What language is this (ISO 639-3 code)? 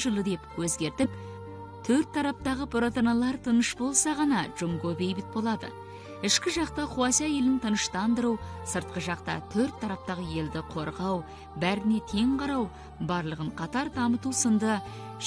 kaz